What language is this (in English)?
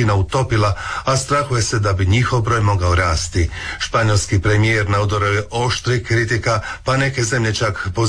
Croatian